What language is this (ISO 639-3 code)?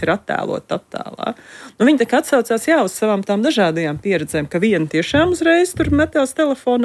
lav